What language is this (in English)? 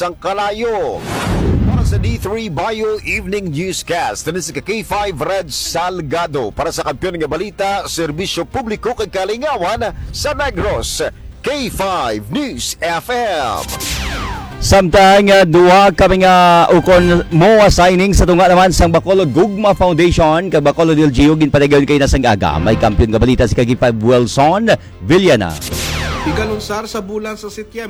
Hiligaynon